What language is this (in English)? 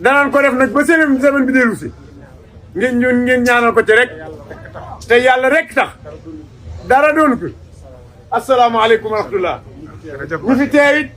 Wolof